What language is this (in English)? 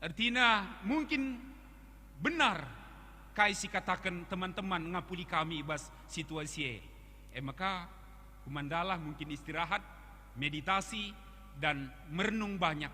Batak Karo